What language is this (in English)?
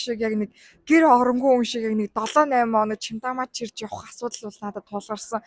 Mongolian